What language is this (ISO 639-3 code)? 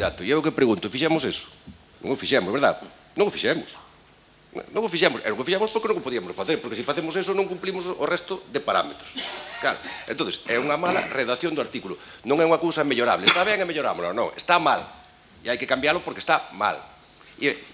glg